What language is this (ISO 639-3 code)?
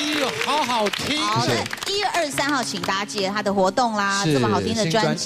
zho